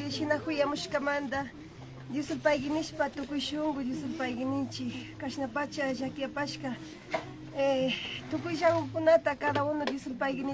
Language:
Imbabura Highland Quichua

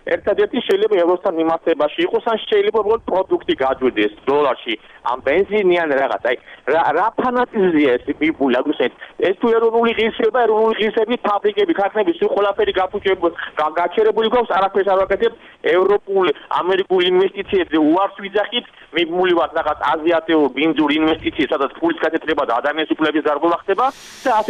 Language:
Georgian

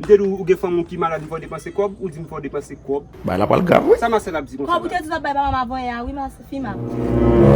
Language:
Haitian Creole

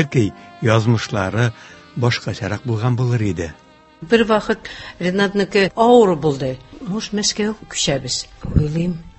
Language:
Tatar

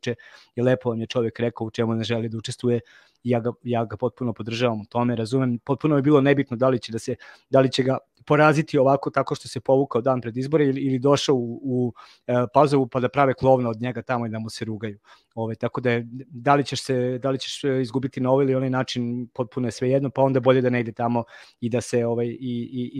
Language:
Serbian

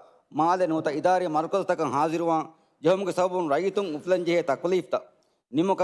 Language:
Divehi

